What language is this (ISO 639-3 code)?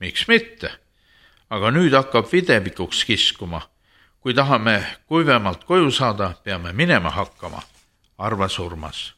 est